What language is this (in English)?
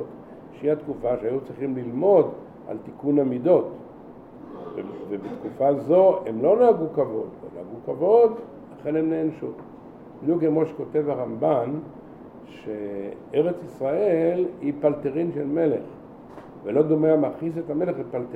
Hebrew